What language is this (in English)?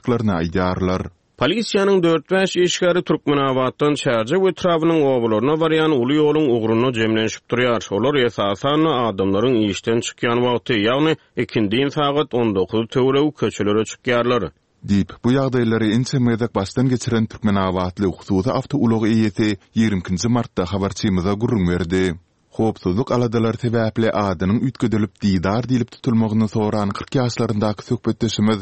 Turkmen